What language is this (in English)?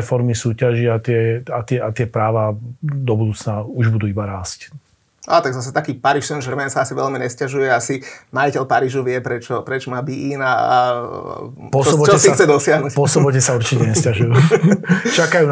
Slovak